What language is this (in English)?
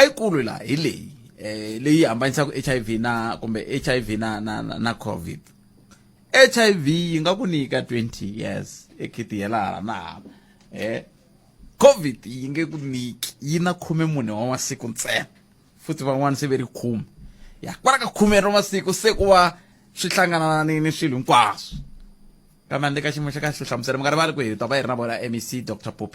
Tsonga